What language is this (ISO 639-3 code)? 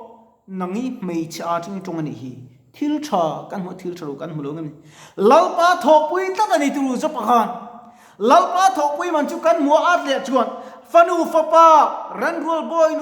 lus